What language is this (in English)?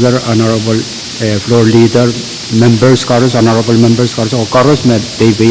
Pohnpeian